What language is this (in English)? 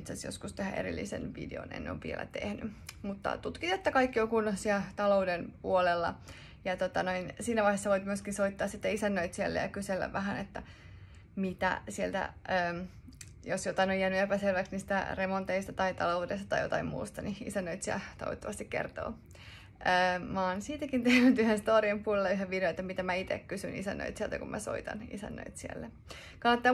Finnish